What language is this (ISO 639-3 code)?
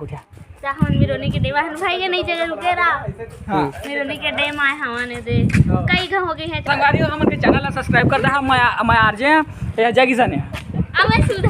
hne